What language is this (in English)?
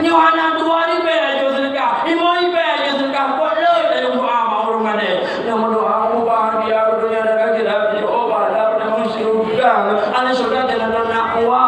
Achinese